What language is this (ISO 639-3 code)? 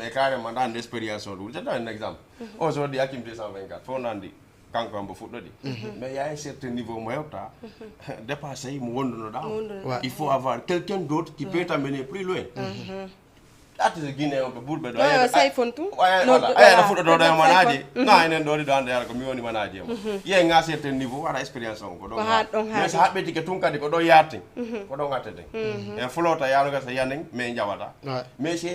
ful